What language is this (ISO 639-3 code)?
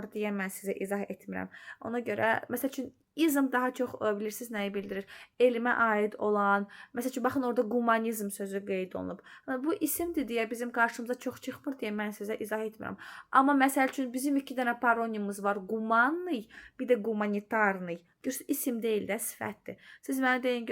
aze